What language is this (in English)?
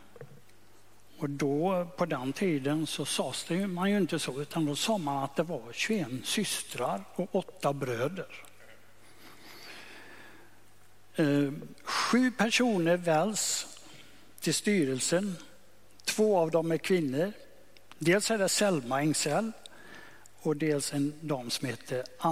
Swedish